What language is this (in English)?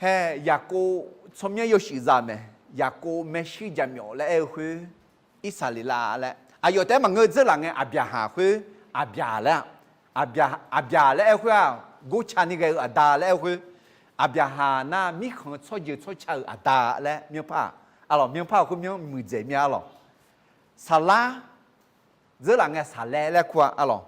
Akha